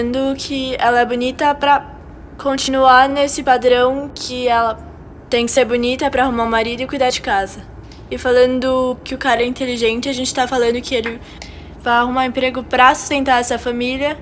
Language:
Portuguese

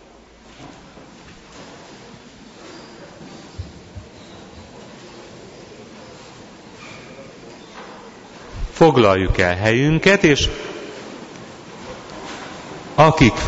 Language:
Hungarian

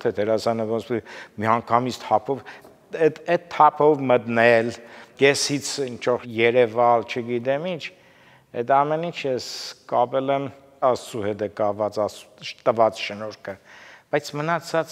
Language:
Armenian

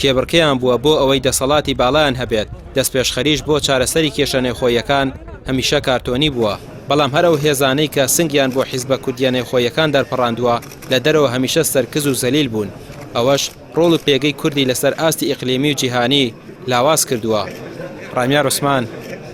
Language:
Central Kurdish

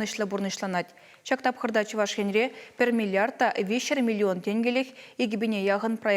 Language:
Chuvash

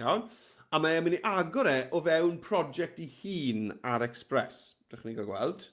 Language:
Welsh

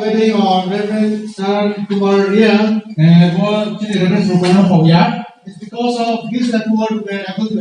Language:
Riang (India)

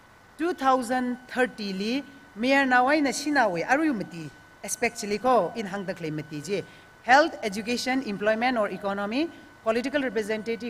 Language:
Tangkhul Naga (India)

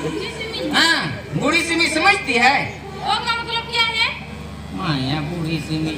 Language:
Santali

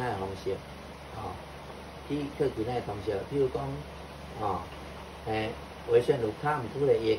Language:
Min Nan Chinese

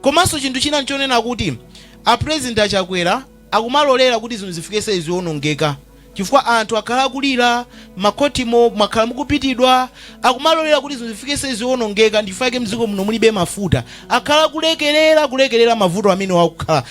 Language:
Nyanja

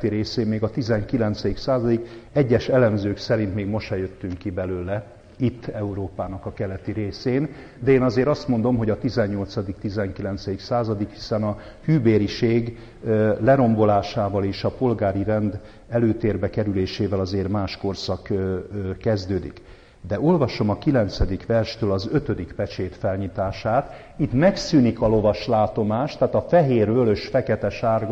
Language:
Hungarian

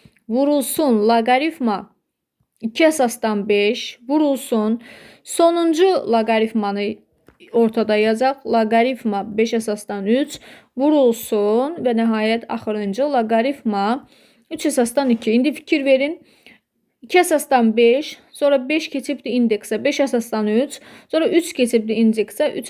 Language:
Azerbaijani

